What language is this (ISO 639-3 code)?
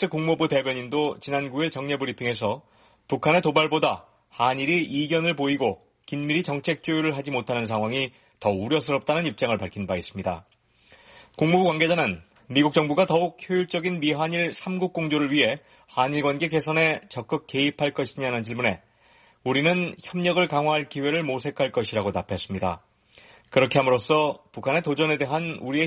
kor